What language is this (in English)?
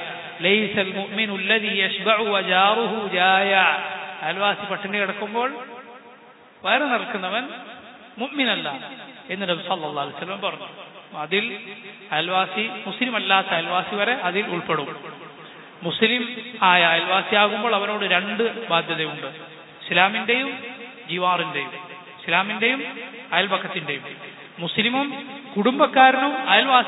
Malayalam